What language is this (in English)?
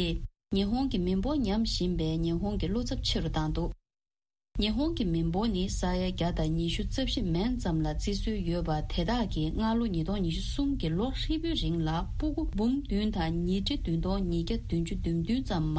Tibetan